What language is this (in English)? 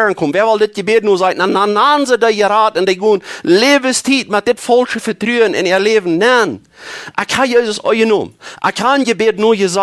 Plautdietsch